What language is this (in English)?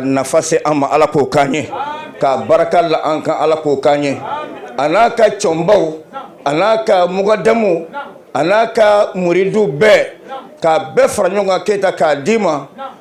Bambara